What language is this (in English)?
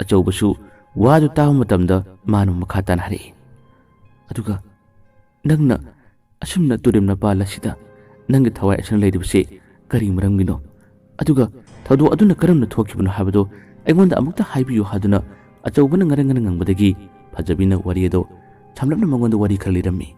Manipuri